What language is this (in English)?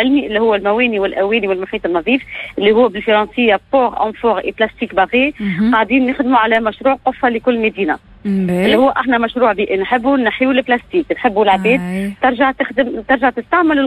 Tunisian Arabic